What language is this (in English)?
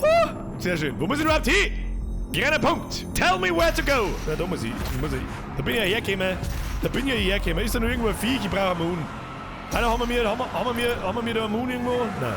Bavarian